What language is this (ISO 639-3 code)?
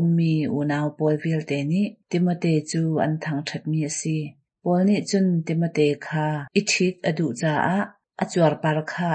cnh